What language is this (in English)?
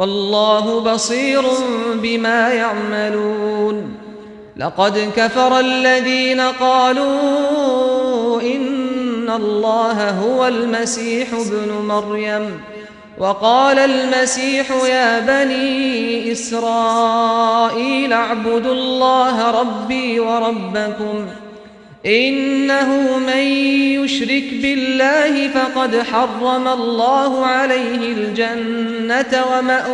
Arabic